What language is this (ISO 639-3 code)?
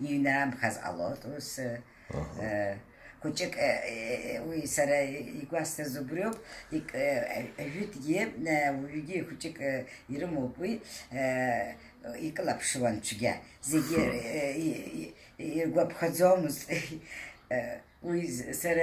abk